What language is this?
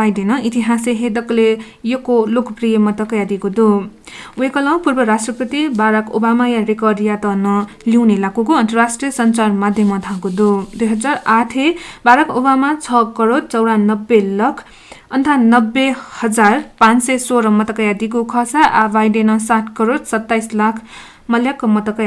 Newari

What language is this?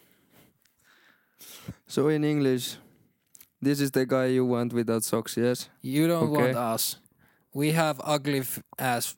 Finnish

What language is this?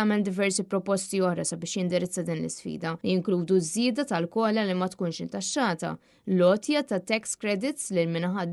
Maltese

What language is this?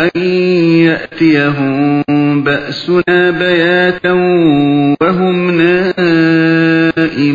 Uyghur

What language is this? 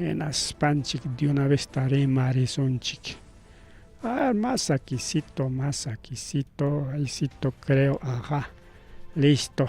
Ayacucho Quechua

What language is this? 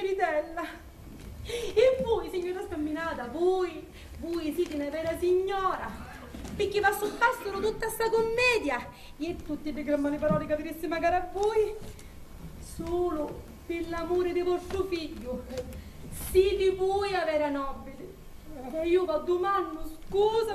Sicilian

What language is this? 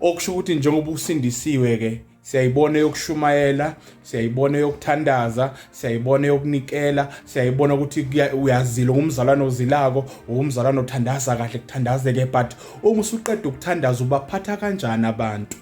Zulu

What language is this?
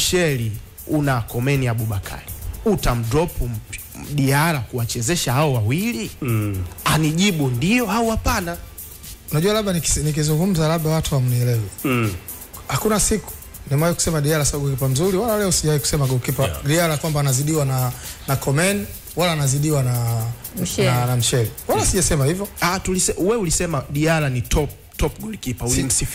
Swahili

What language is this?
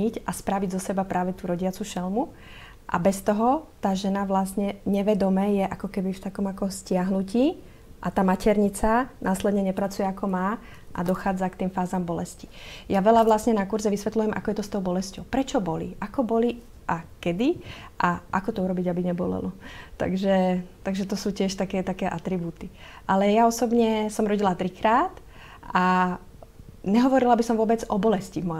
Slovak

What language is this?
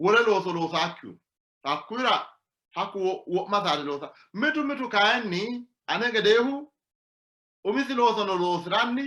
Sidamo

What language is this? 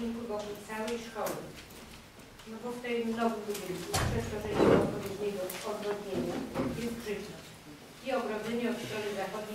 Polish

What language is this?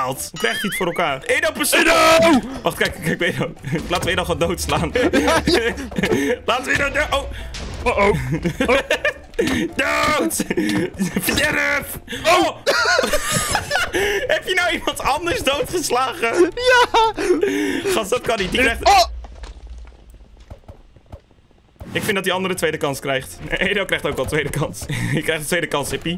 Dutch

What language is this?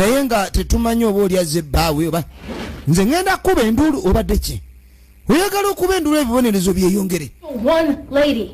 Ganda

